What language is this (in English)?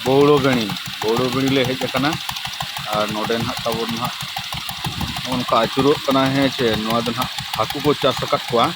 Santali